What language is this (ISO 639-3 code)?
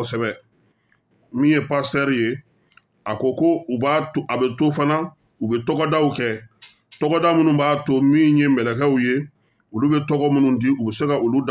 bam